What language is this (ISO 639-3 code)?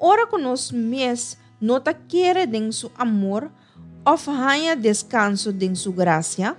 pap